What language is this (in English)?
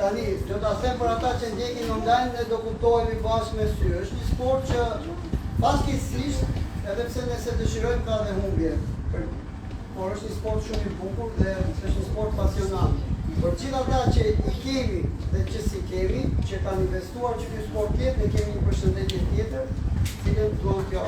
Albanian